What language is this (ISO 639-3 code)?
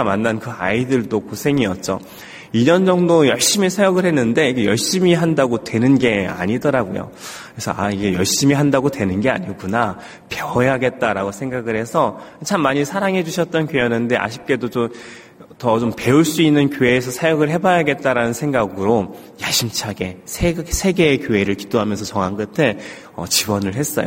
kor